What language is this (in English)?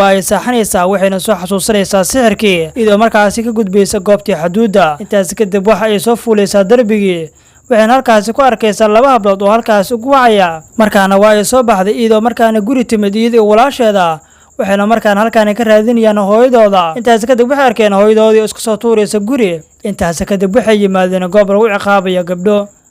Somali